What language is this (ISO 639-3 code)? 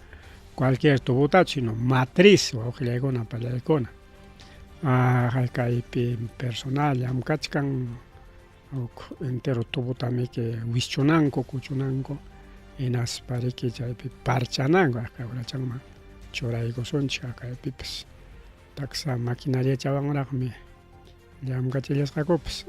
quy